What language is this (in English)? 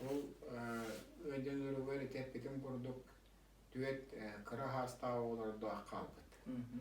Yakut